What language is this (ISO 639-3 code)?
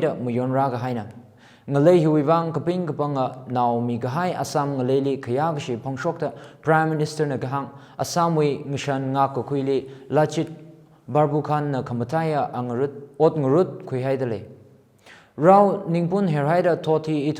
nmf